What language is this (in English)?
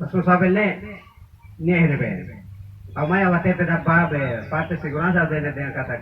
Tetum